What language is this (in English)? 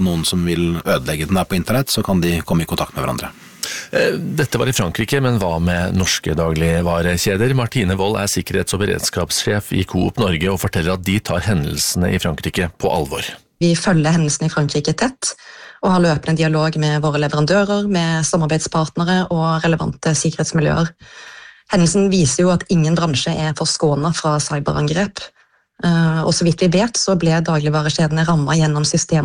Norwegian